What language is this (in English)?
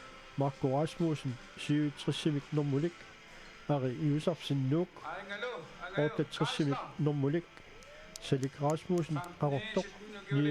Kalaallisut